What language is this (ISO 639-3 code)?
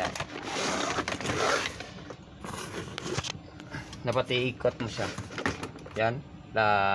fil